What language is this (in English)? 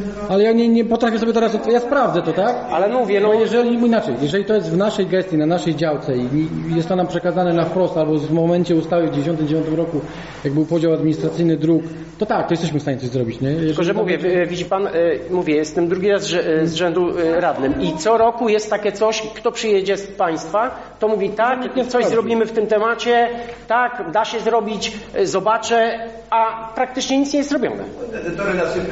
Polish